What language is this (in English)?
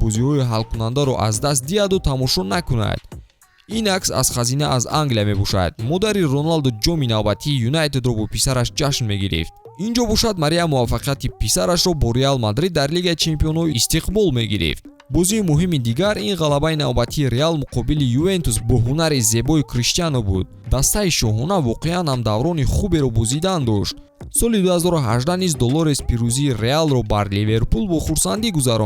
Tajik